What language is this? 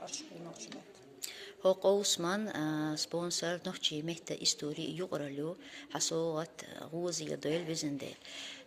Chechen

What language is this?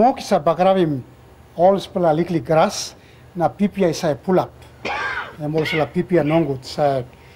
Tok Pisin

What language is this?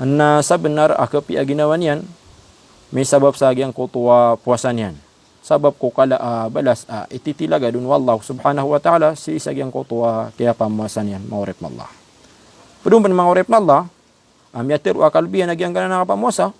Maranao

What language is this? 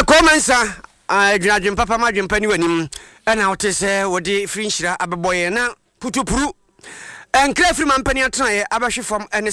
Akan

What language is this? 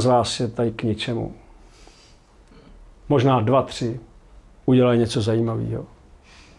Czech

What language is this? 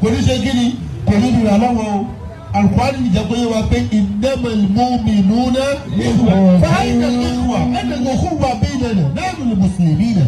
Yoruba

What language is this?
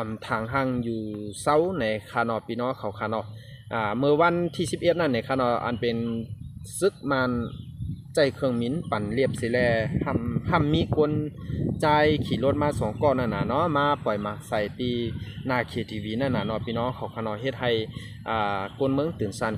Shan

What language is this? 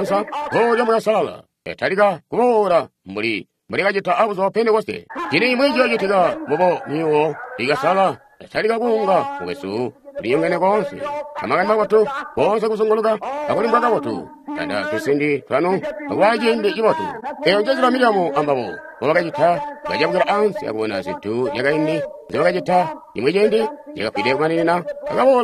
Tonga (Zambia)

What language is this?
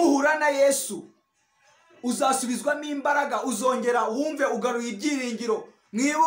Kinyarwanda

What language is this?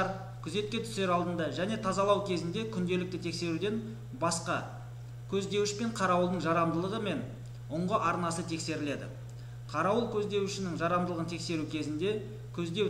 Kazakh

